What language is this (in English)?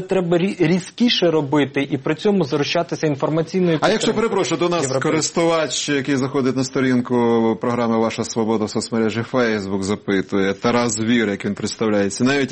Ukrainian